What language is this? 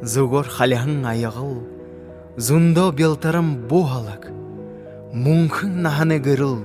Buriat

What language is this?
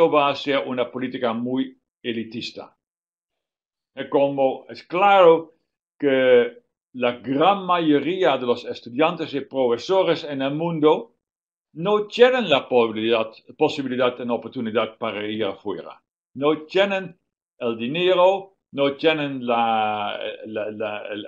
Spanish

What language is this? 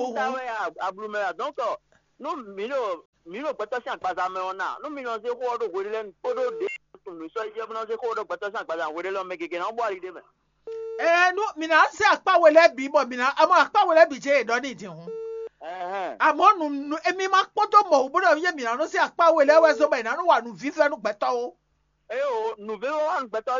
Fon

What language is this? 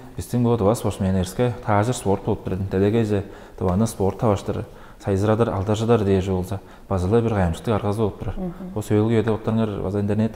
Tuvinian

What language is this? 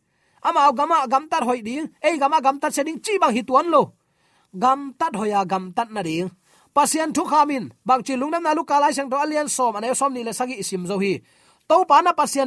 Tedim Chin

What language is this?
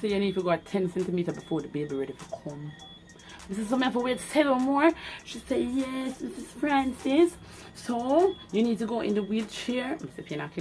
Jamaican Creole English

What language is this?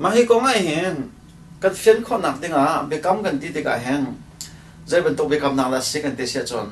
Hakha Chin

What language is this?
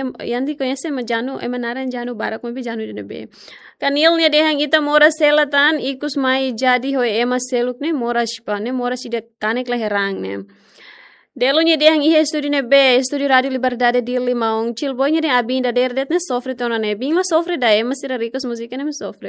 Tetum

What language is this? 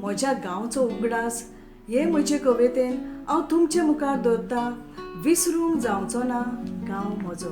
Konkani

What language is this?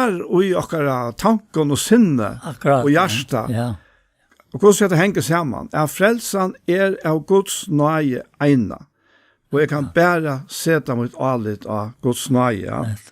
Faroese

